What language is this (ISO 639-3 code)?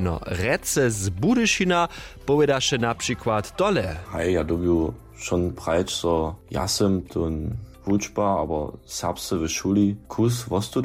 hsb